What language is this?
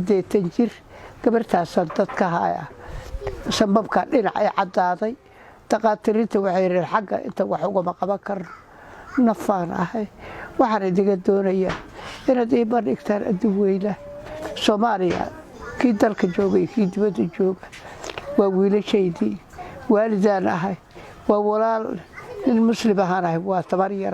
Somali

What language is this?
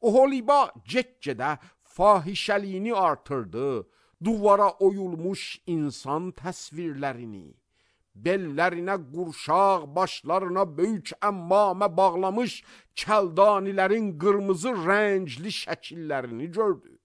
Azerbaijani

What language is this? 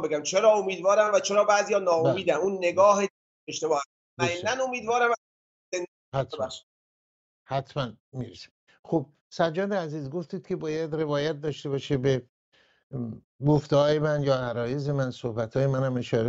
Persian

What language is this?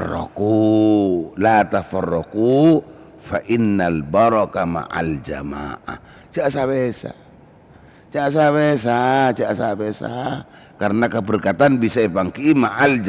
Madurese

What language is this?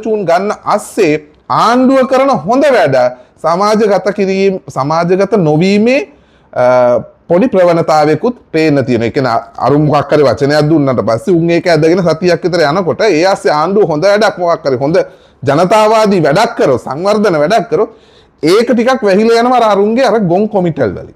Sinhala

